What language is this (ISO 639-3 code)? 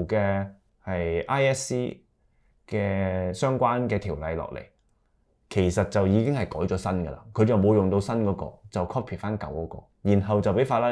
yue